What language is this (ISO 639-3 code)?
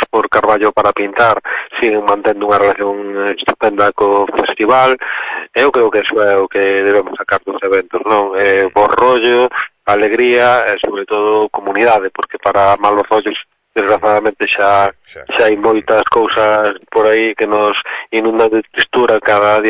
glg